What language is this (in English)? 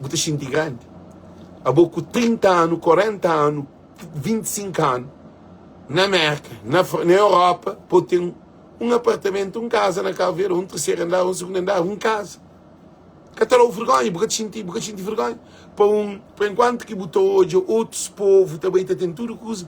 Kabuverdianu